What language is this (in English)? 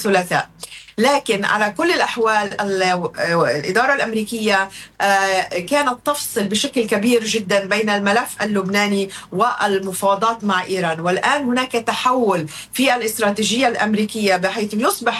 Arabic